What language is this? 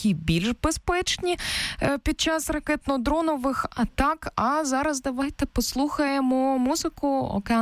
Ukrainian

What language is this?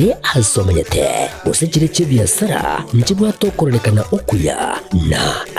Gusii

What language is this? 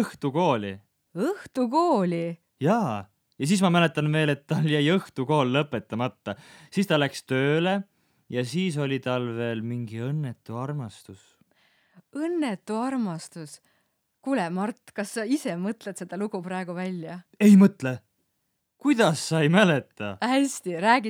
Estonian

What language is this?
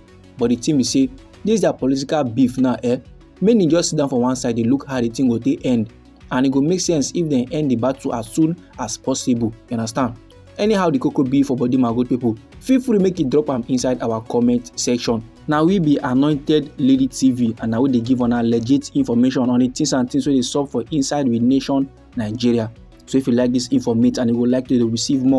Nigerian Pidgin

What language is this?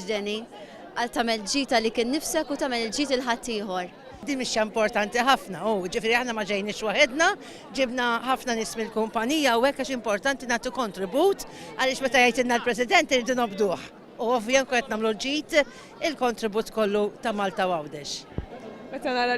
Maltese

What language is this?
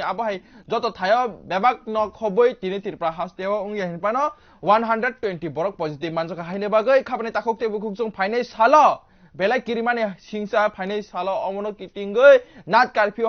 Kok Borok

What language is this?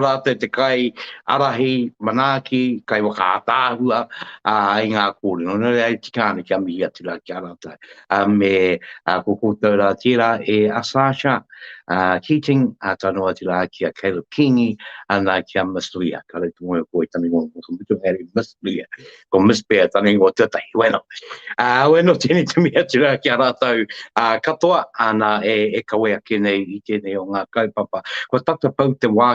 Māori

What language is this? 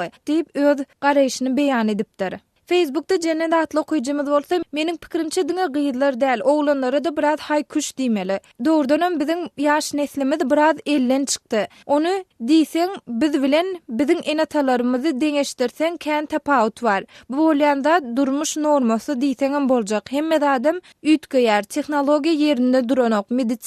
Turkmen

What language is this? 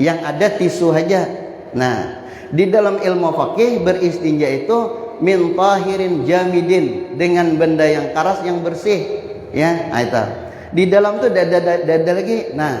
Banjar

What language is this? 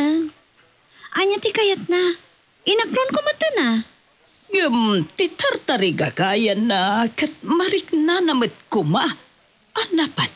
Iloko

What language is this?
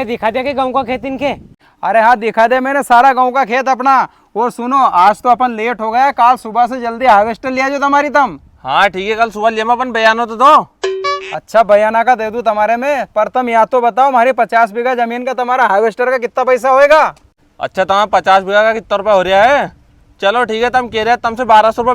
Rajasthani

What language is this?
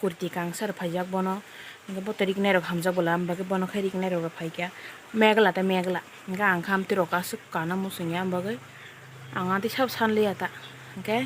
Kok Borok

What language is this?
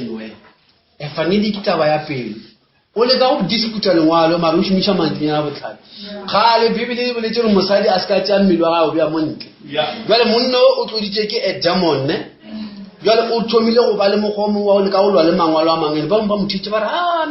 Northern Sotho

